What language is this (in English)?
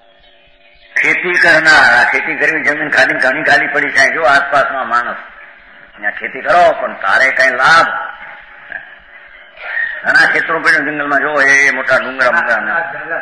Gujarati